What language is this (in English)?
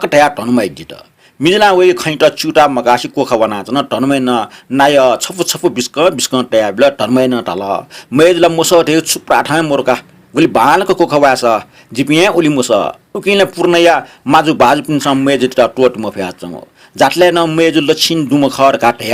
Newari